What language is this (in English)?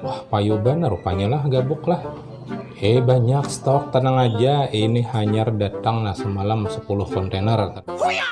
Banjar